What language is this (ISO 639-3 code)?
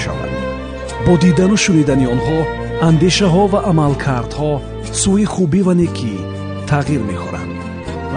tgk